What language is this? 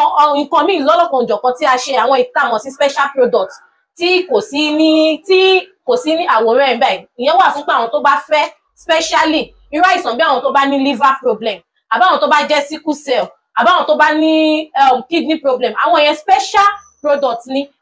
Yoruba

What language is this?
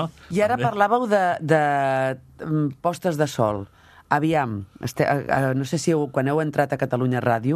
Catalan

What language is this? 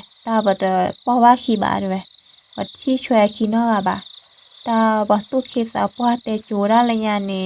S'gaw Karen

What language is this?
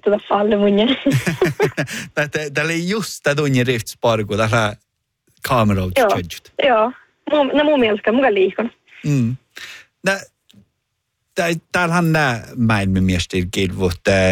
Northern Sami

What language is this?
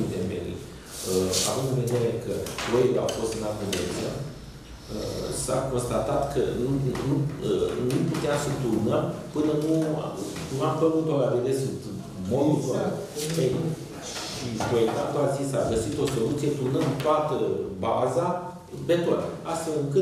Romanian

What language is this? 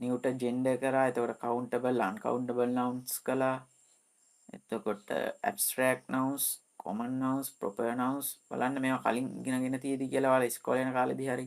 Sinhala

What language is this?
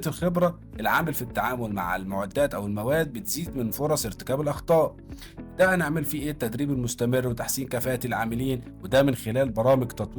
Egyptian Arabic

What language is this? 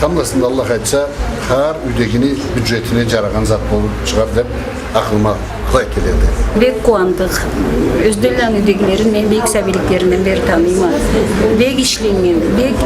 Karachay-Balkar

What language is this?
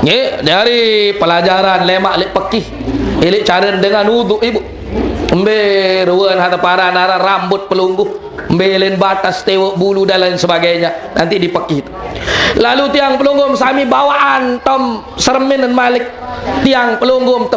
Sasak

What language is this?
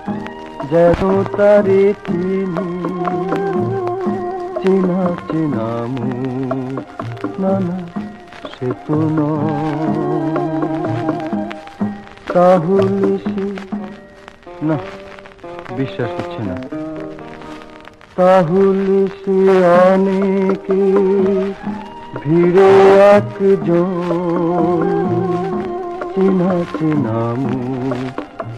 Bangla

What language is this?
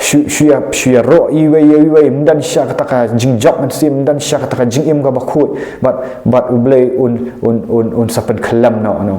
Khasi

